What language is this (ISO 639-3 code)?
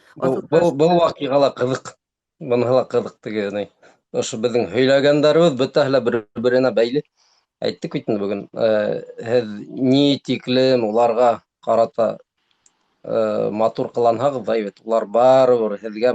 bak